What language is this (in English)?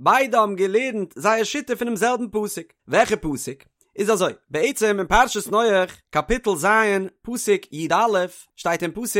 Yiddish